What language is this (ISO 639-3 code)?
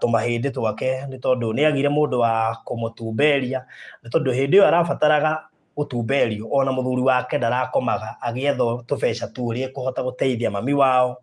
kik